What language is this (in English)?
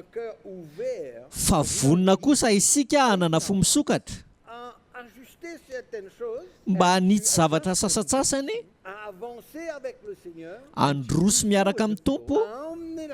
Malagasy